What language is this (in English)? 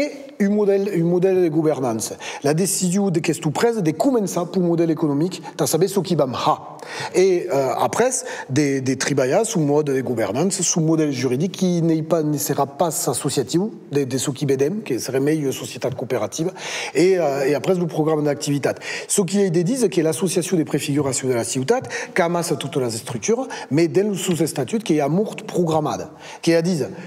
Occitan